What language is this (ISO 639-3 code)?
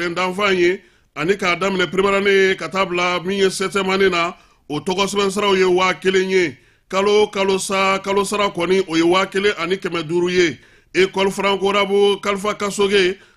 bam